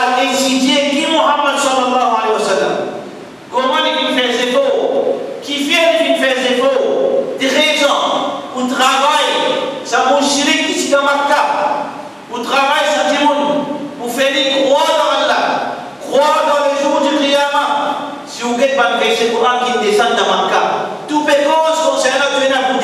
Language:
Morisyen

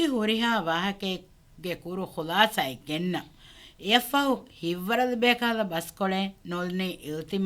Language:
Divehi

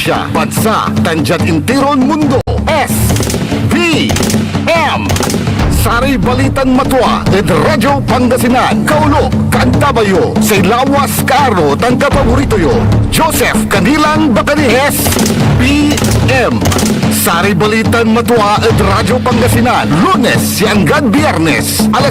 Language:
Pangasinan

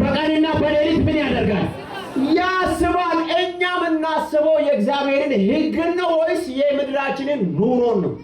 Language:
Amharic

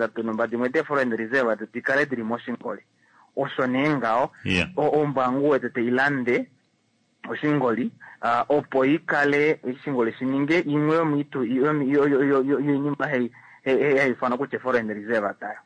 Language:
Kuanyama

